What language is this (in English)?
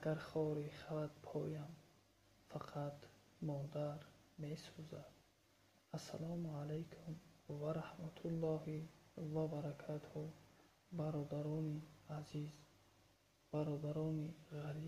Tajik